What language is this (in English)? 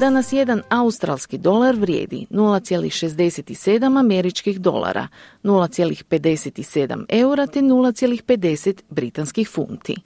Croatian